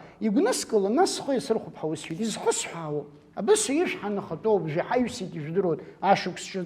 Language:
Abkhazian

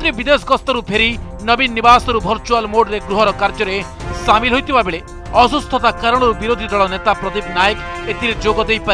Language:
Odia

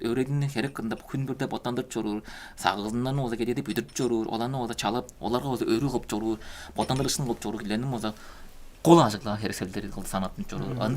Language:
Tuvinian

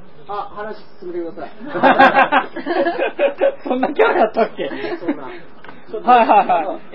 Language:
Japanese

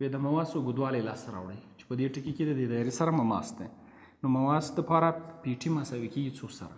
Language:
Pashto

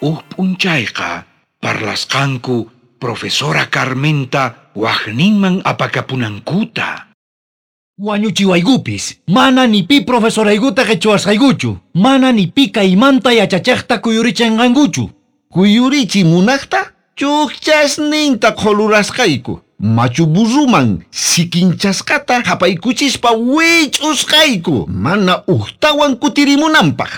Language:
South Bolivian Quechua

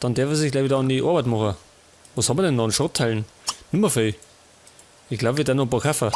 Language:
Bavarian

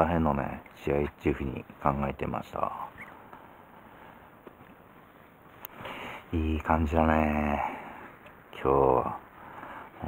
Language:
Japanese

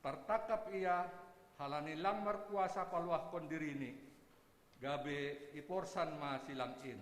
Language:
Batak Simalungun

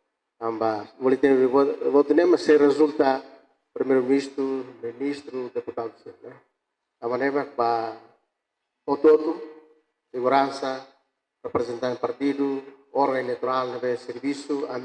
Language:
Tetum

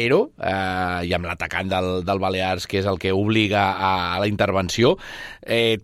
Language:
Catalan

